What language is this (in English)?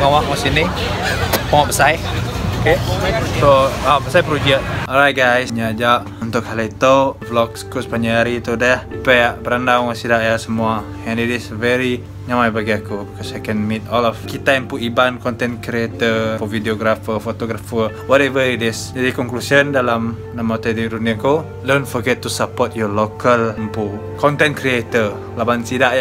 Iban